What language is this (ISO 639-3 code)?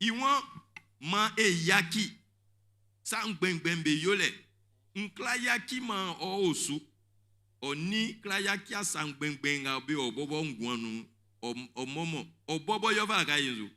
bci